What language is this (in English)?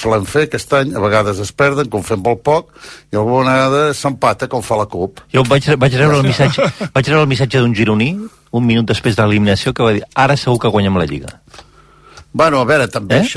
Catalan